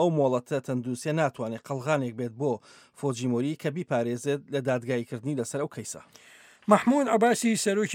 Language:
Central Kurdish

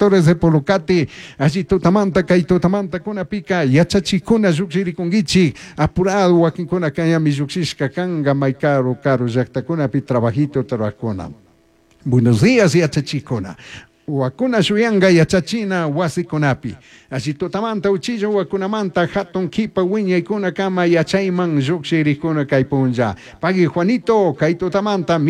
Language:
Chimborazo Highland Quichua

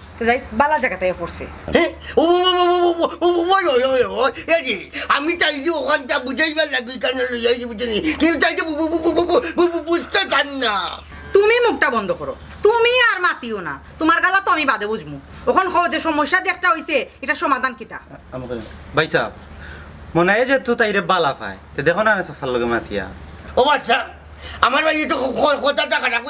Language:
Sylheti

